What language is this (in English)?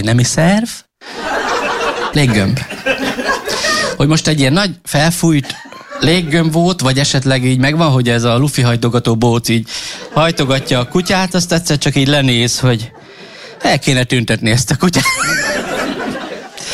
Hungarian